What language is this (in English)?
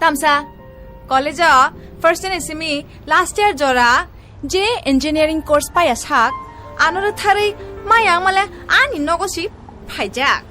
Kok Borok